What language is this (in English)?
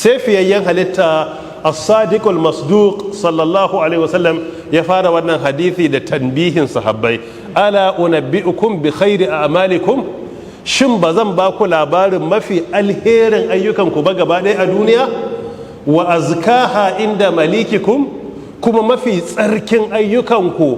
Hausa